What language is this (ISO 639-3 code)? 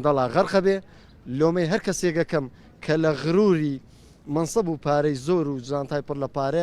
ckb